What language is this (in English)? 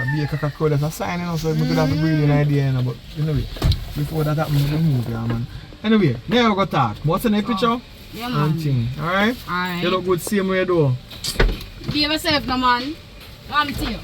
Jamaican Creole English